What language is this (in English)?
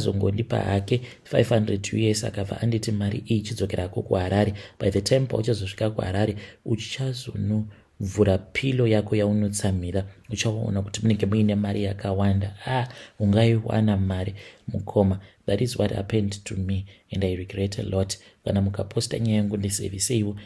Shona